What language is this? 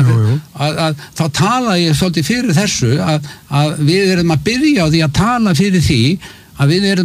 Icelandic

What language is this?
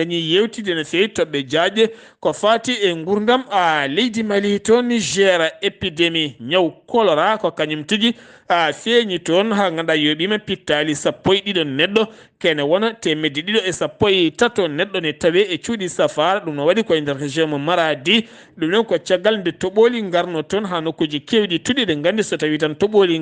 Fula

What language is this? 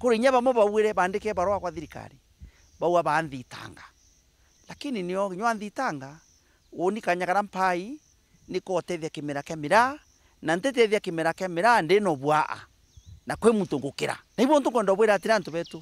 Meru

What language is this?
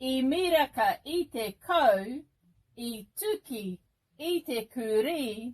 Māori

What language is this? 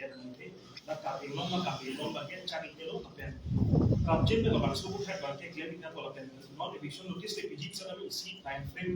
Karbi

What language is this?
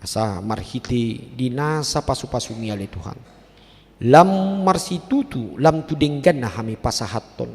Batak Toba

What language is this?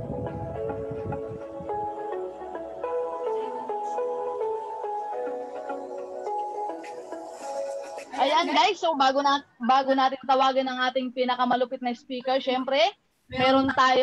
Filipino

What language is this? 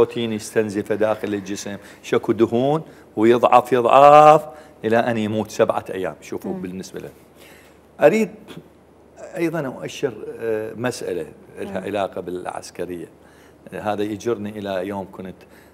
Mesopotamian Arabic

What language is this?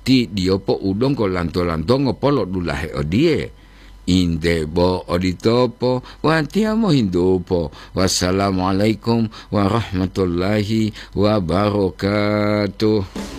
Gorontalo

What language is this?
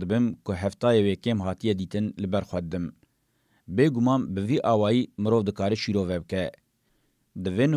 Kurdish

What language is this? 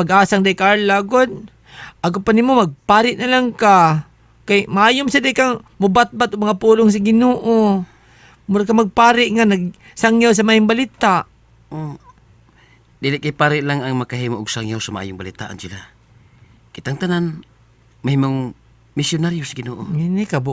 Cebuano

